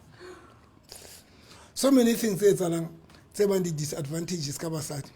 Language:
Southern Sotho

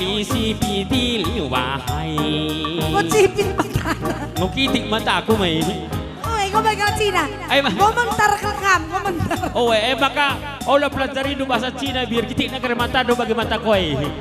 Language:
Batak Karo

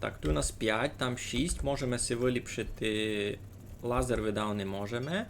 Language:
Rusyn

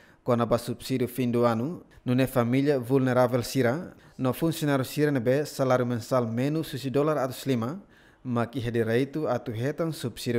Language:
Tetum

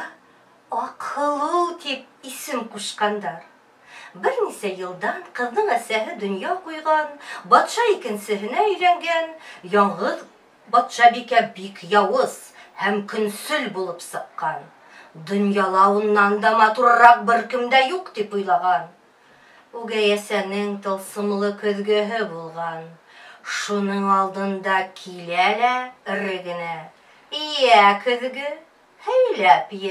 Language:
Bashkir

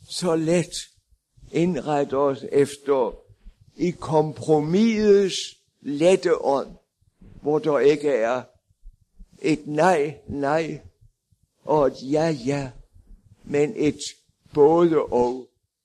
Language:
Danish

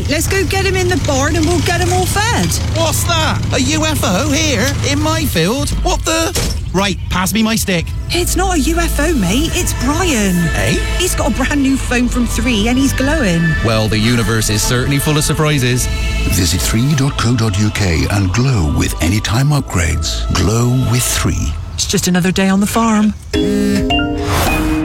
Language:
English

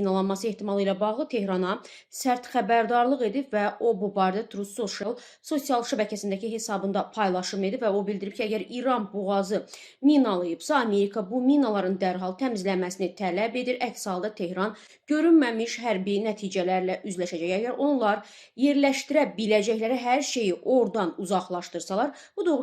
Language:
Azerbaijani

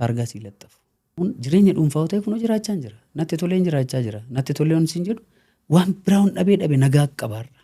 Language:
Oromo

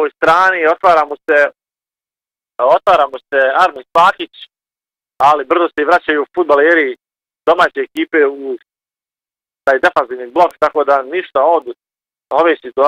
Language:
Bosnian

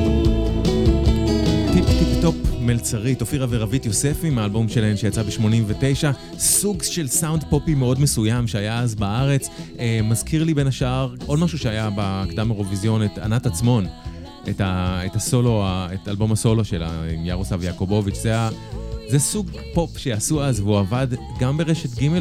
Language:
Hebrew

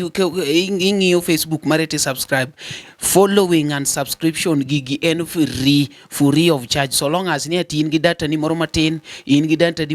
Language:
Luo (Kenya and Tanzania)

